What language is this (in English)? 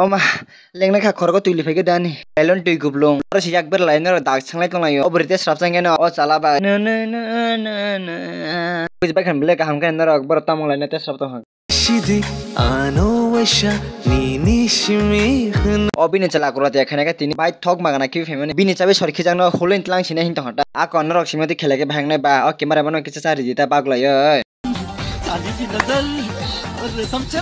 Kok Borok